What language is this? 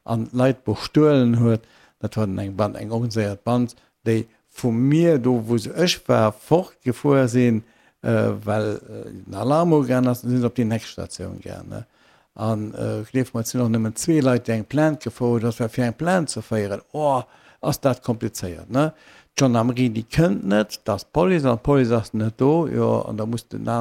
Luxembourgish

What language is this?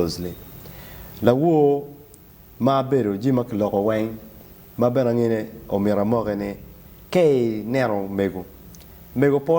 Acoli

